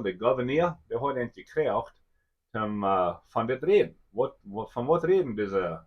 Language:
Plautdietsch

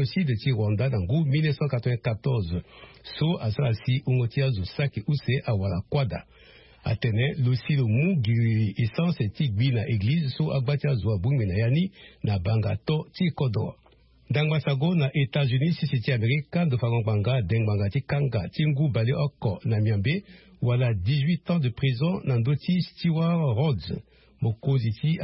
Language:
Sango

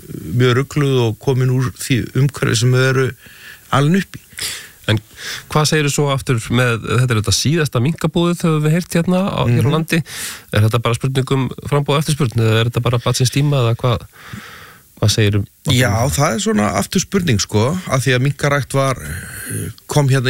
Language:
Icelandic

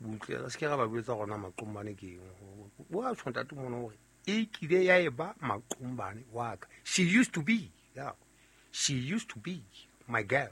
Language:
Southern Sotho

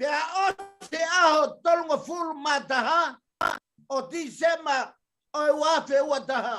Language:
Tongan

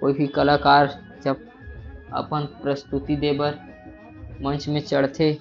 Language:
Chhattisgarhi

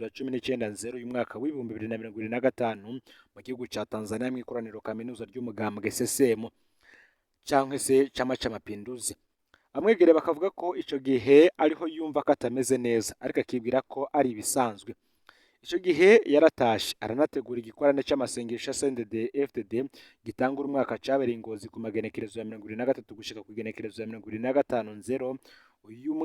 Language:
Rundi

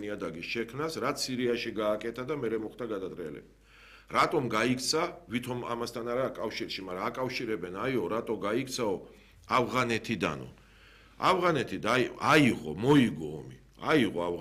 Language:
Georgian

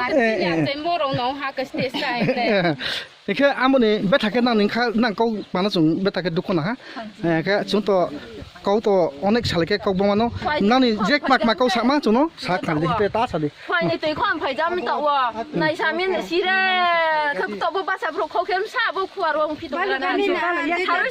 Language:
Kok Borok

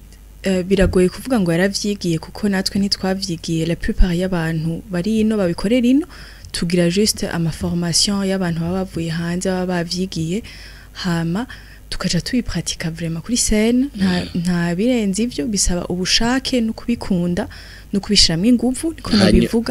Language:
Rundi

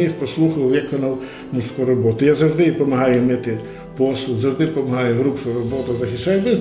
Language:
Ukrainian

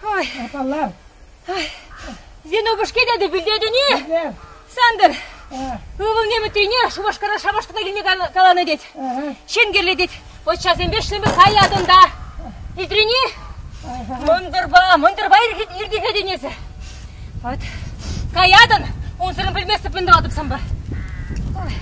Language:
Chuvash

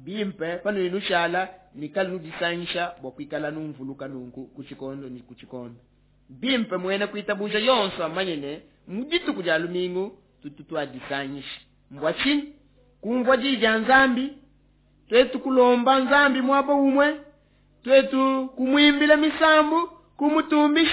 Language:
Luba-Lulua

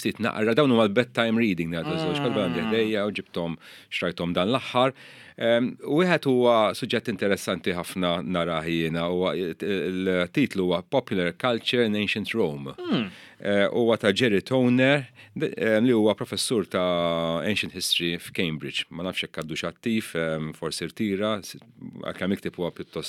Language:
Maltese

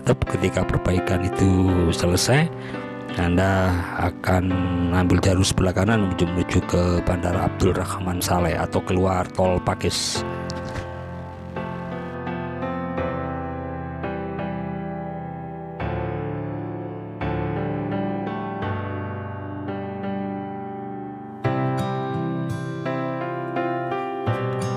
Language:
Indonesian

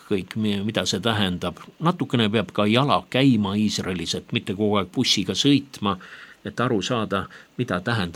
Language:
Estonian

